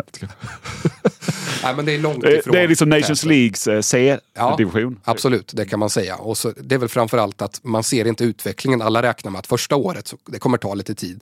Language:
Swedish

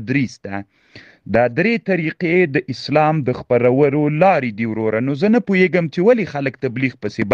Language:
Pashto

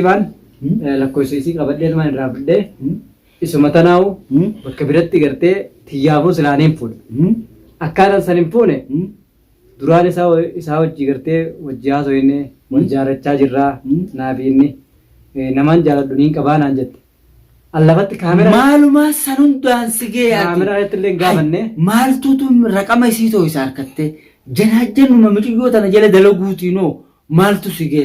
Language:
Oromo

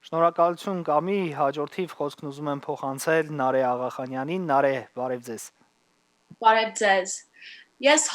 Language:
Western Armenian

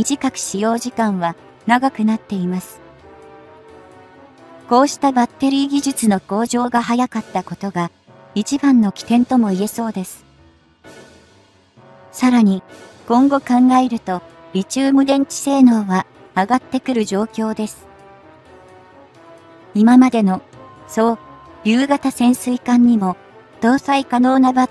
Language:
Japanese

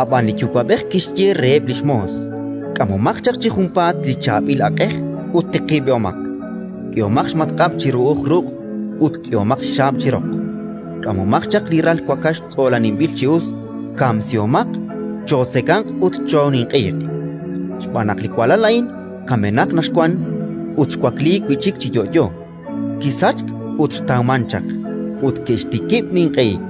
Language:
Kekchí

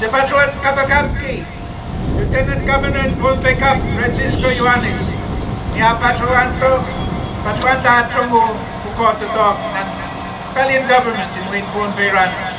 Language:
Pohnpeian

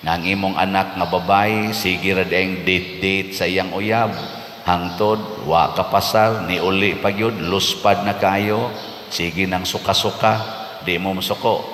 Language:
Cebuano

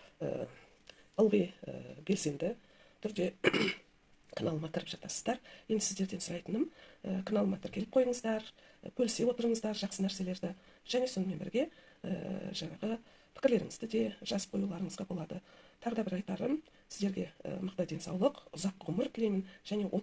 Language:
Kazakh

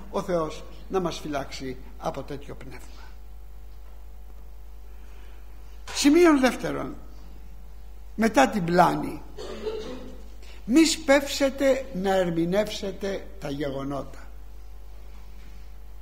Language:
Greek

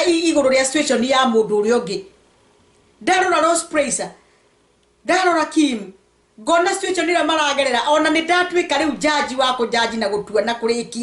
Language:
Kikuyu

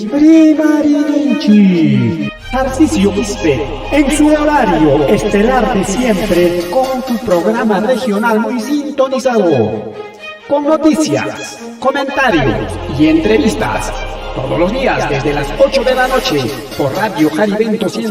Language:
Ayacucho Quechua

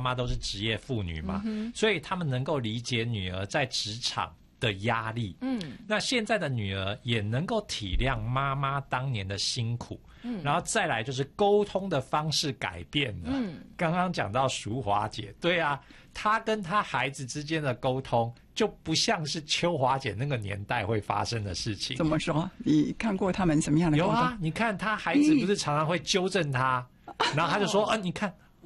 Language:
Chinese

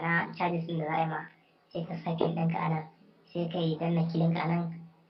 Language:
Hausa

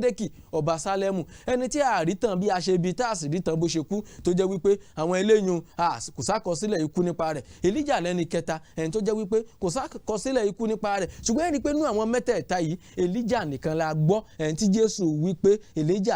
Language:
Yoruba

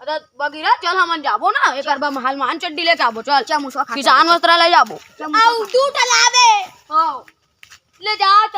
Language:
Chhattisgarhi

